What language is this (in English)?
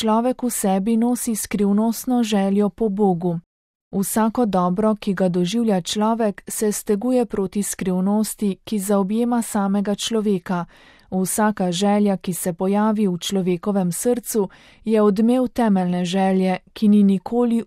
Slovenian